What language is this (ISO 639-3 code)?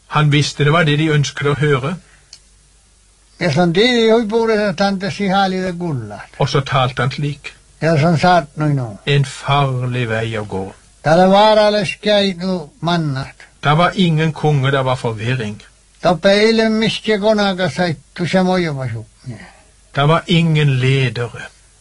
nor